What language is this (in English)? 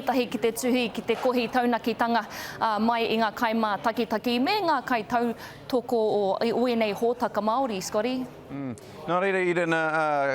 Māori